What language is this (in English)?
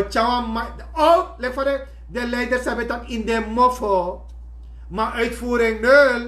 Sranan Tongo